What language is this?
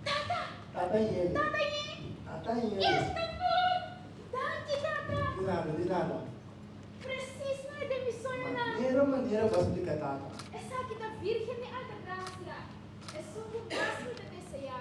Papiamento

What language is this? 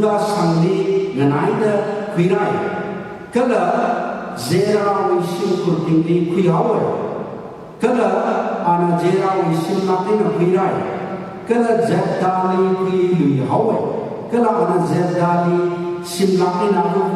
Tangkhul Naga (India)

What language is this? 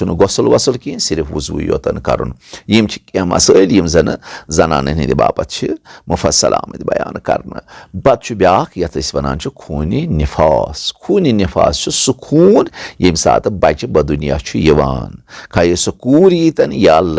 Kashmiri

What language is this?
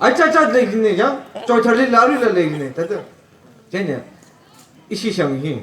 Tangkhul Naga (India)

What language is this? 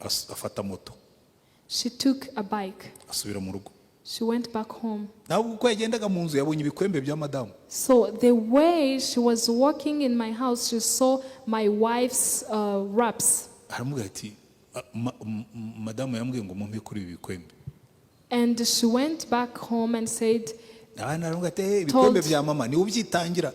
Kinyarwanda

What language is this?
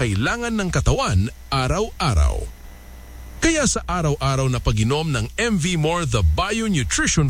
Cebuano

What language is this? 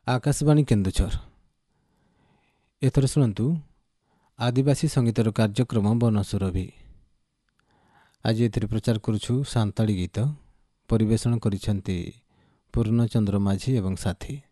Odia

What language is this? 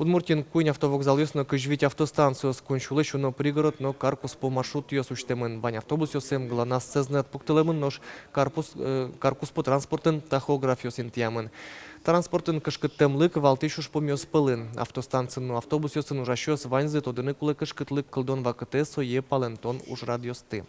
Udmurt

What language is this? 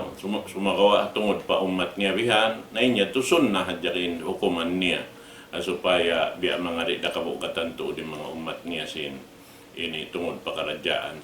Tausug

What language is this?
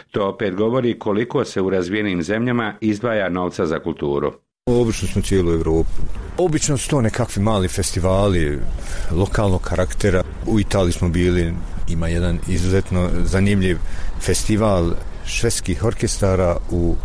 Bosnian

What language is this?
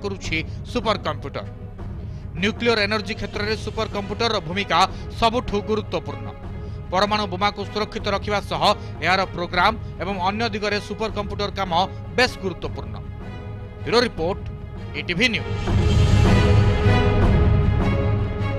Odia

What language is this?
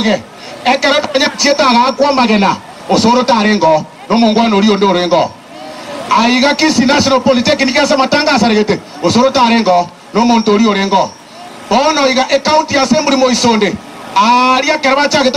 Gusii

